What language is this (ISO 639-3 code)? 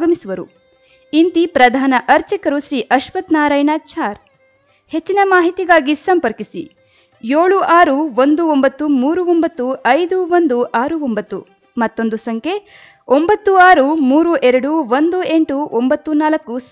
kan